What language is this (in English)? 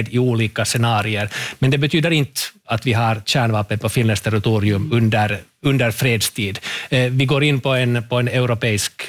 Swedish